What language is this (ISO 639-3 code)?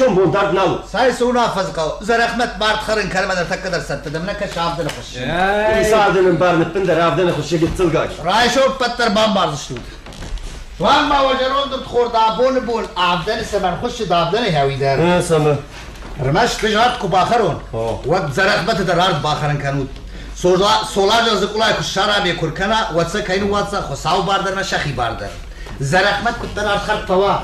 oss